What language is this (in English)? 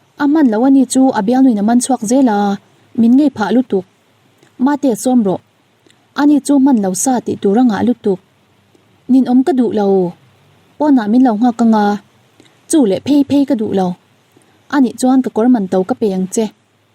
Mizo